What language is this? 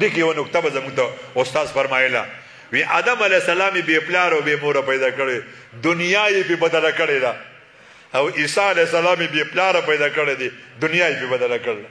Pashto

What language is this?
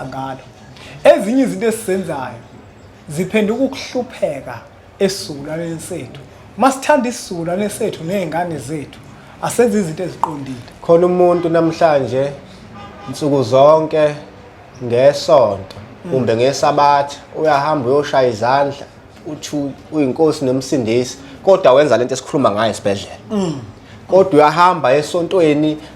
Zulu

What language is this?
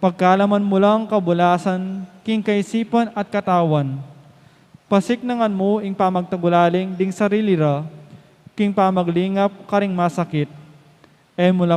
Pampanga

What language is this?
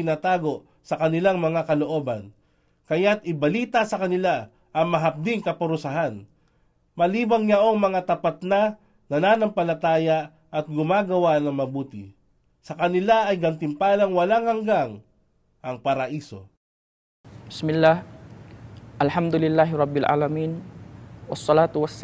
Filipino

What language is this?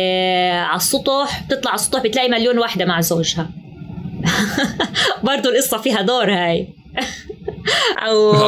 North Levantine Arabic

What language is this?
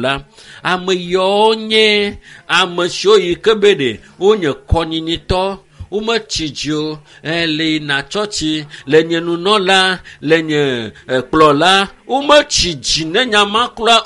Ewe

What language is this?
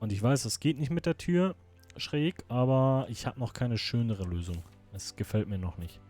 Swiss German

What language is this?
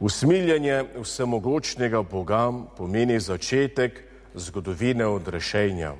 Slovenian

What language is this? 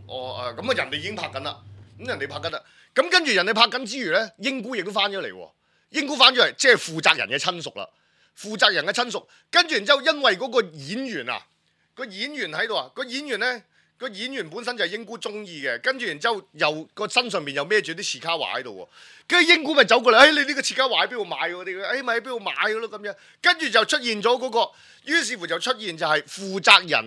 Cantonese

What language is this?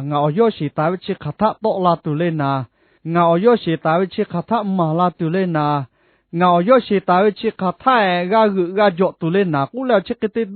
Lahu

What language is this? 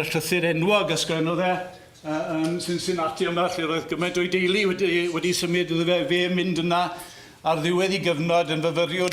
Welsh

